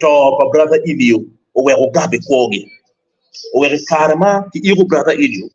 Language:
Acoli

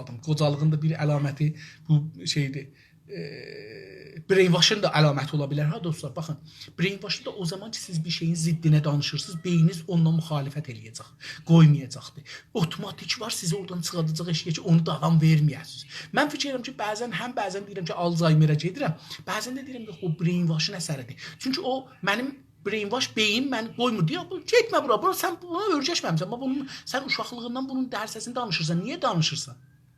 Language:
South Azerbaijani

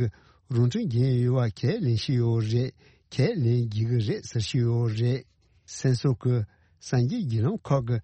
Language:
Tibetan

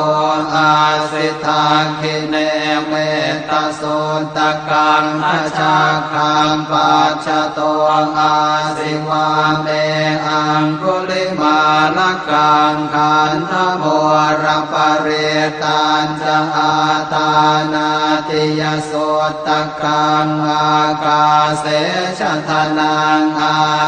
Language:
Pali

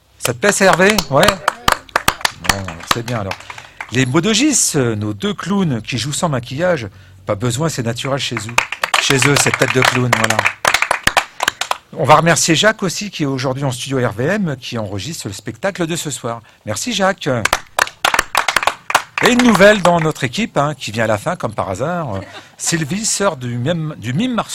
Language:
French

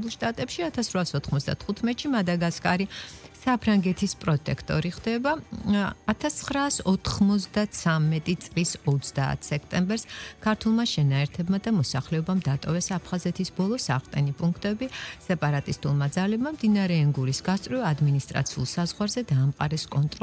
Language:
Georgian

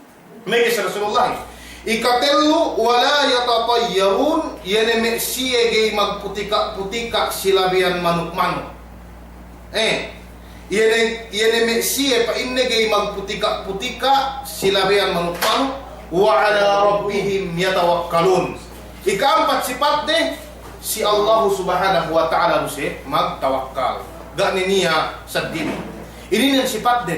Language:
Yakan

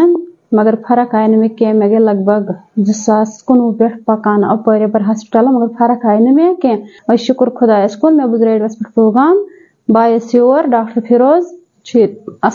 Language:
Kashmiri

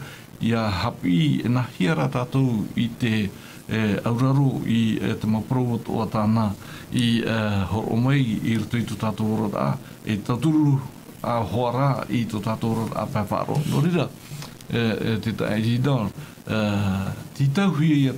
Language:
Tahitian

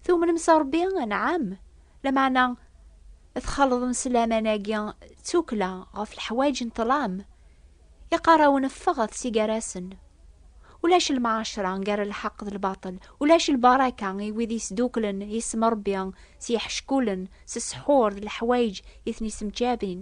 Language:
Kabyle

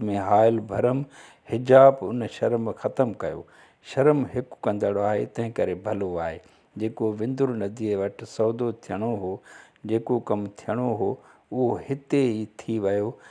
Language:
Sindhi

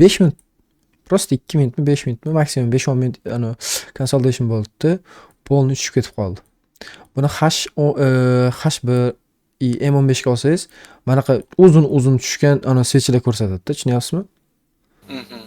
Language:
Uzbek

